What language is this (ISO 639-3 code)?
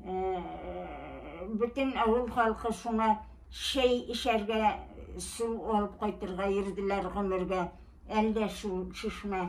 bak